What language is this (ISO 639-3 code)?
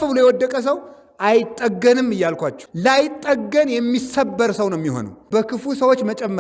amh